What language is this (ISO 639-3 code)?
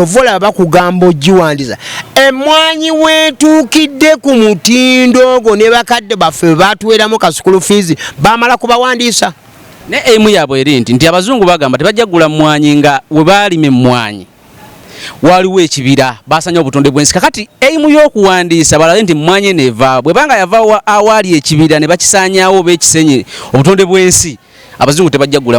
lug